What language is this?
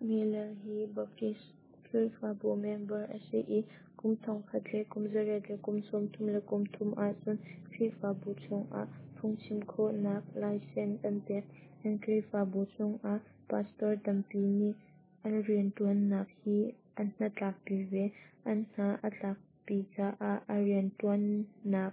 Hakha Chin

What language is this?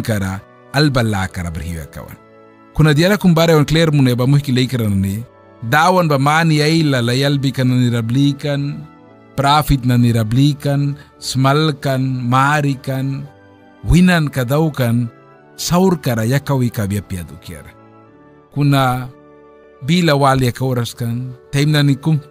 Mískito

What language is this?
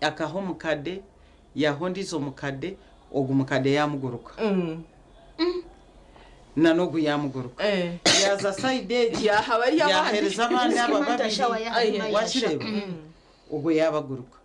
Nyankole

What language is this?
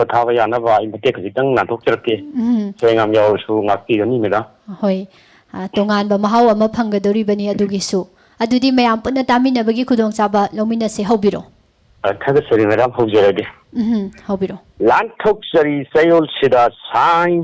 Manipuri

